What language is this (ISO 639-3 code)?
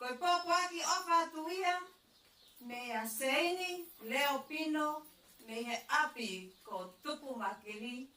ton